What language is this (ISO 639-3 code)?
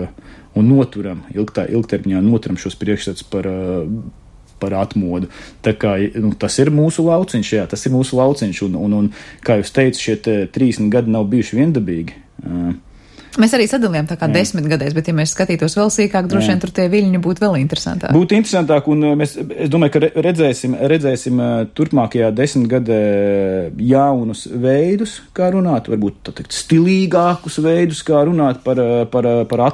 lav